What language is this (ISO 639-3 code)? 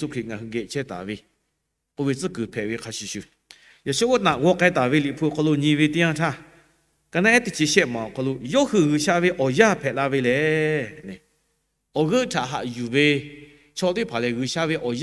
lhu